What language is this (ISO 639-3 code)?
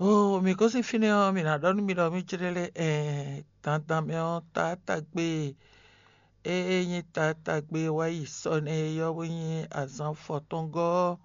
fon